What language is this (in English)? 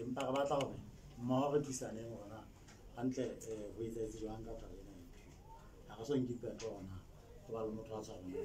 Southern Sotho